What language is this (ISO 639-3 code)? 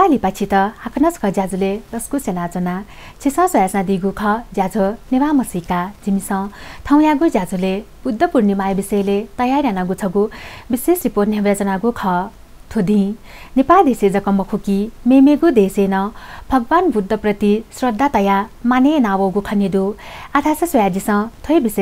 new